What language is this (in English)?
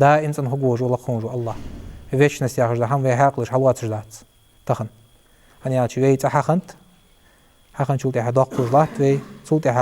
Ingush